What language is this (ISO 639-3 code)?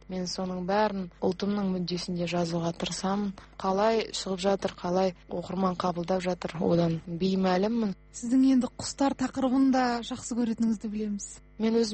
kaz